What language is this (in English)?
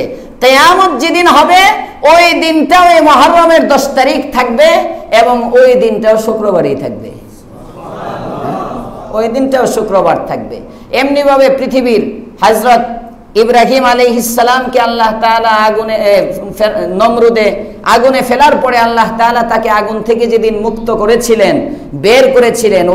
Bangla